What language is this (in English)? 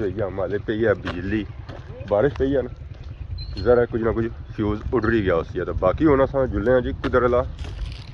Pahari-Potwari